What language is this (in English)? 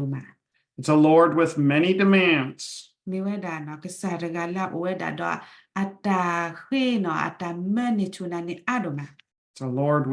S'gaw Karen